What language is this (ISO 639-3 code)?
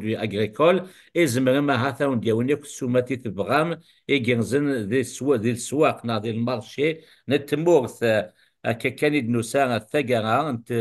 kab